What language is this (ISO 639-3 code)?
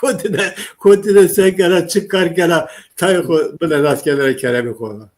zza